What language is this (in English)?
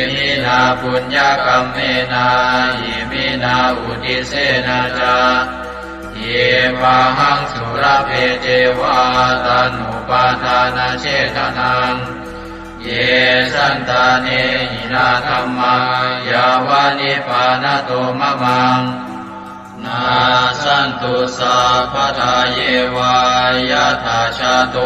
Pali